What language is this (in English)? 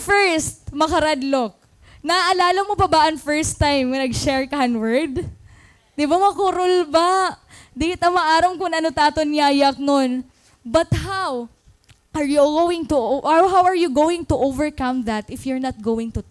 Waray